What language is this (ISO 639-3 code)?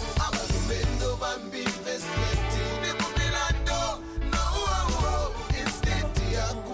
swa